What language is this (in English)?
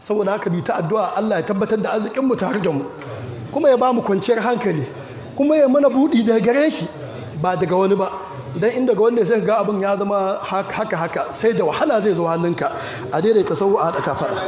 Hausa